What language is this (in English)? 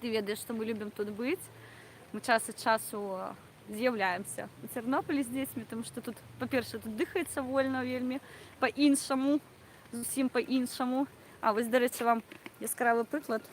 Belarusian